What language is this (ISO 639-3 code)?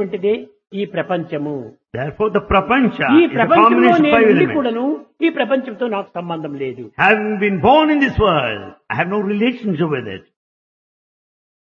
tel